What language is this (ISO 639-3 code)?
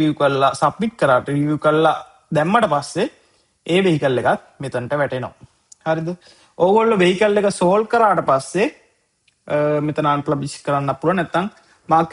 sin